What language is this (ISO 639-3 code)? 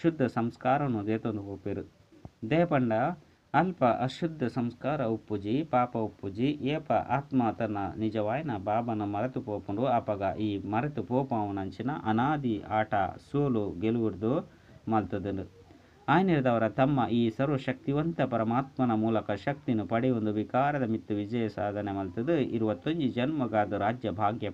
tcy